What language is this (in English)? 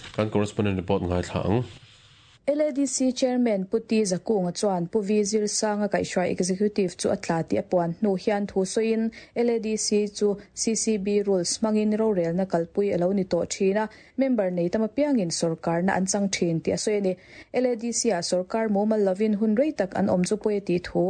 Mizo